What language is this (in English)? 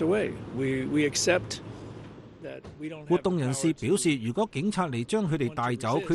Cantonese